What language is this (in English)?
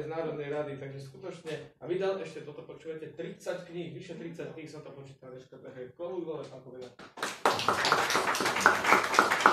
Slovak